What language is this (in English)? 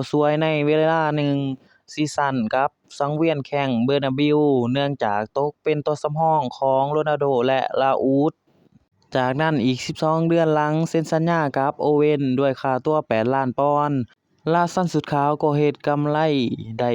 Lao